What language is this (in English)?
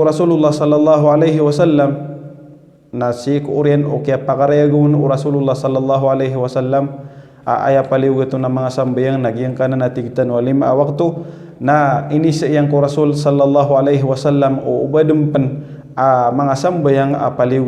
Maranao